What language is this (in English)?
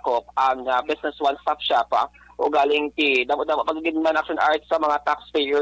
Hiligaynon